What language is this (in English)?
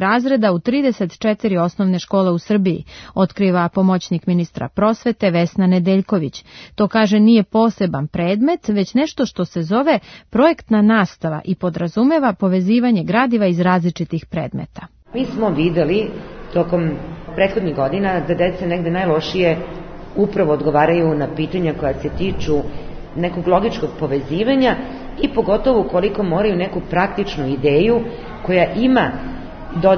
Serbian